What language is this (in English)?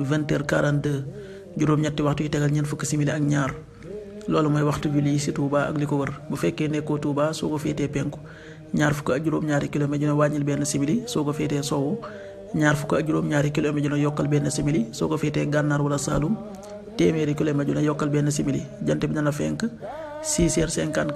Wolof